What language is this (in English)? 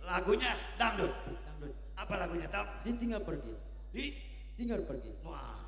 Betawi